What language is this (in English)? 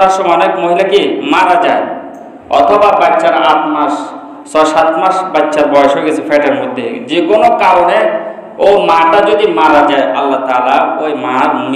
Bangla